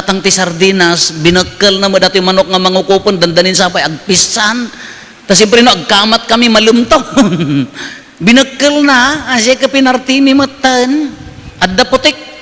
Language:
Iloko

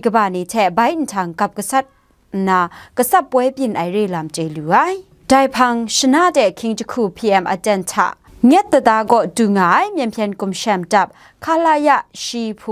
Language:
Kachin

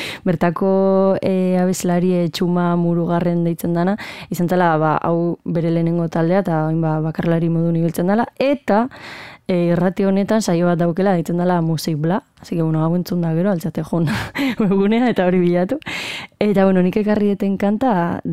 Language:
Basque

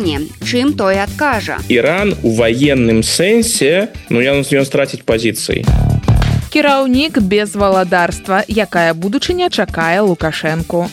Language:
Belarusian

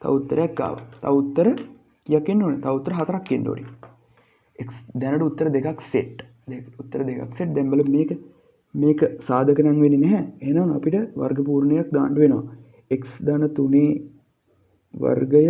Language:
Sinhala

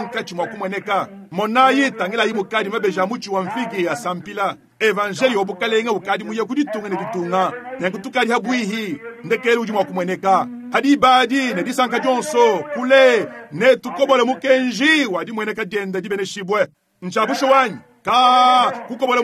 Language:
Luba-Lulua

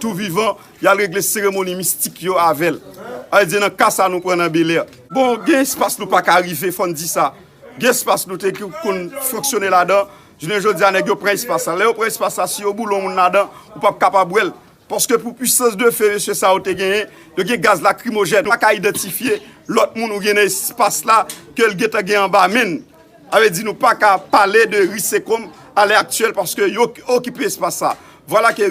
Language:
Haitian Creole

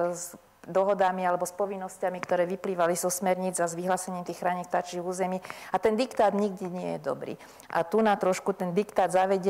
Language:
Slovak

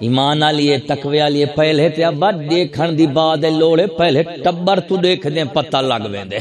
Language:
Saraiki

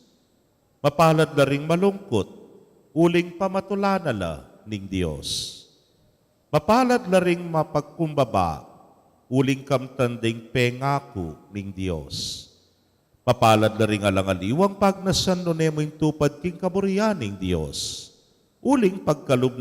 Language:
Pampanga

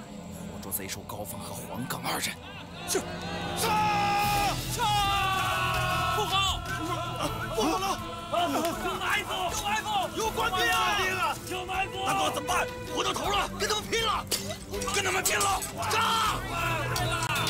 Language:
Chinese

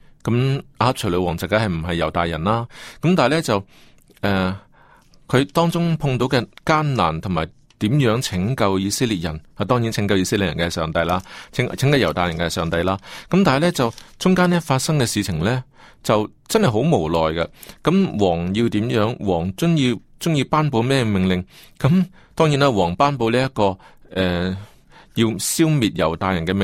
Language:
Cantonese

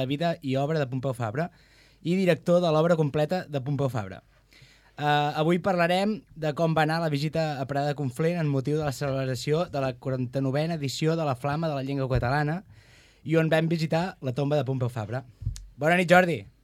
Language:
Catalan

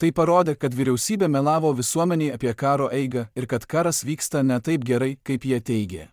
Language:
Lithuanian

